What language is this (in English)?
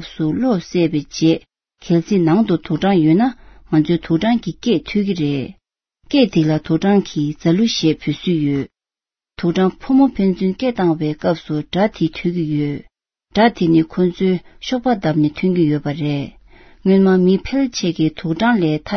Tibetan